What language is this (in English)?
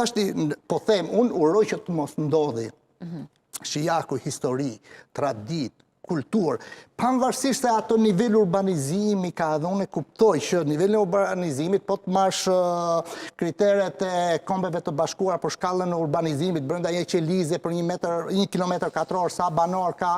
Albanian